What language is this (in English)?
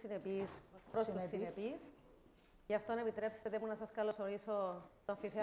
Greek